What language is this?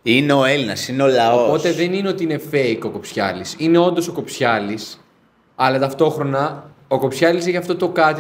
Greek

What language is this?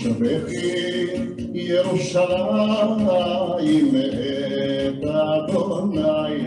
Ladino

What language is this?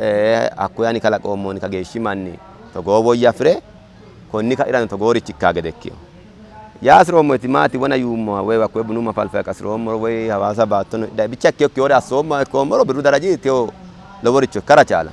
Sidamo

